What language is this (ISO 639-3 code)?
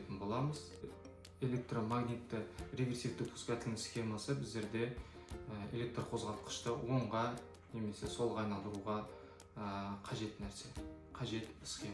kaz